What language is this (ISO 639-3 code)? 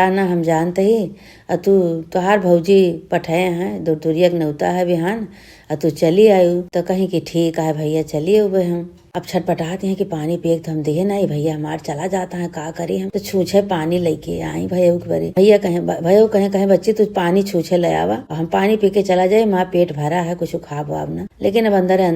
awa